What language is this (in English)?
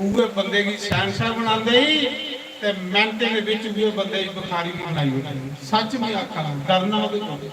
Dogri